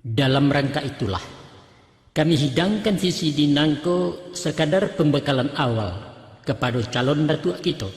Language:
Minangkabau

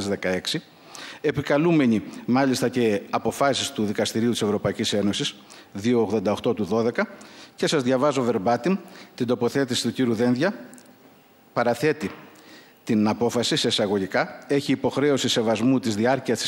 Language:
Greek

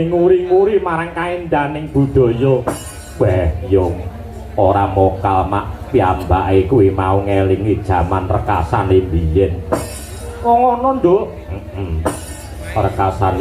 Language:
Javanese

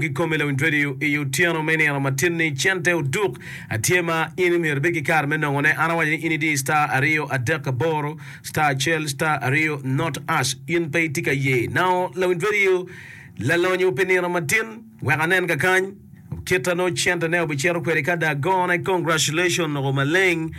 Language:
Acoli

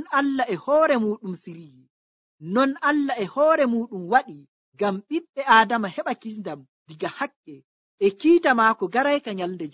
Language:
Nigerian Fulfulde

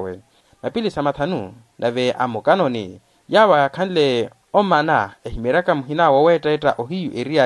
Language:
Makhuwa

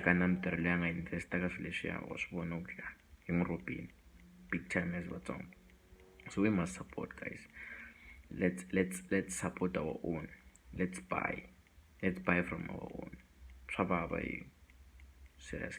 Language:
Tsonga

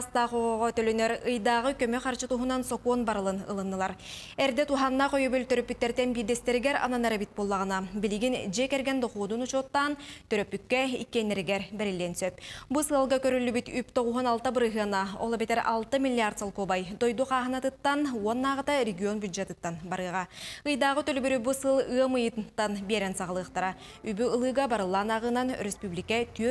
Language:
Yakut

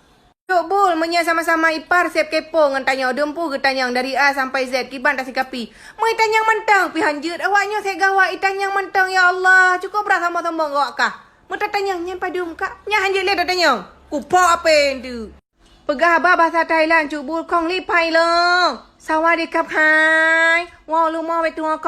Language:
Achinese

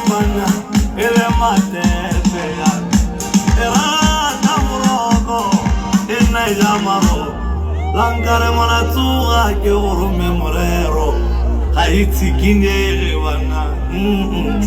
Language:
Tswana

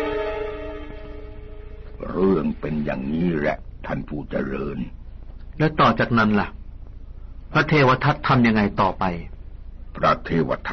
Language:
Thai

